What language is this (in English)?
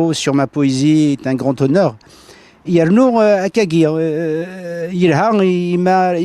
Kabyle